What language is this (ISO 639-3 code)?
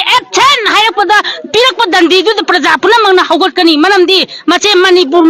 mni